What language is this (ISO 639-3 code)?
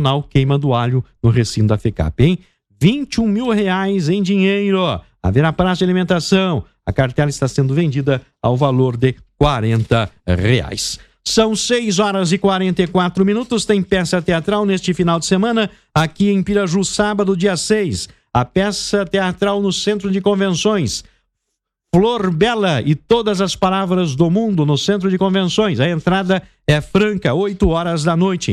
por